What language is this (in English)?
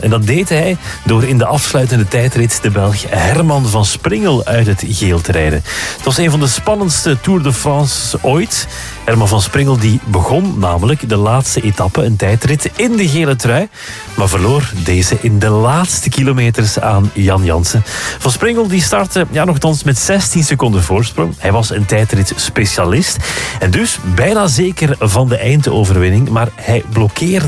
Dutch